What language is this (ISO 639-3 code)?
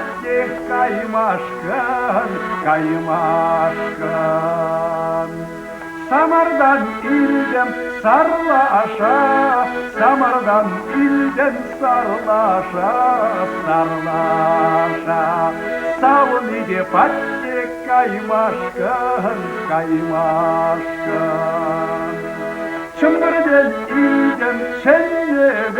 chv